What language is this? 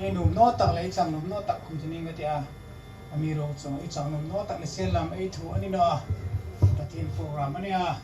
Hmar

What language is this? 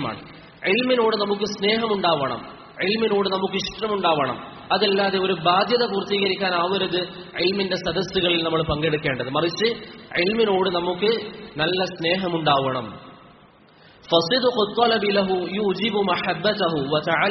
Malayalam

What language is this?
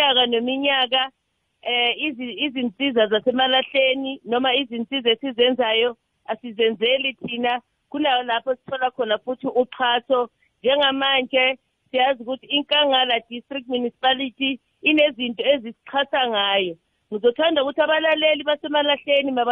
South Ndebele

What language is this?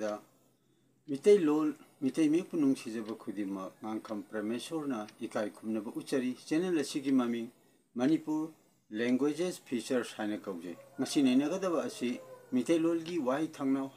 Manipuri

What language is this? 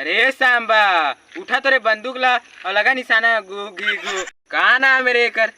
Chhattisgarhi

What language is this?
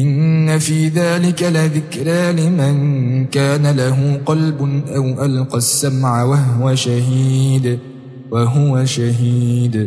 Arabic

